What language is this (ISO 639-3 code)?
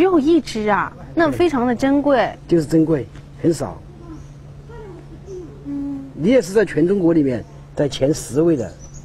zho